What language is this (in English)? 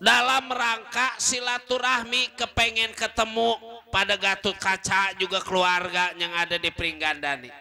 Betawi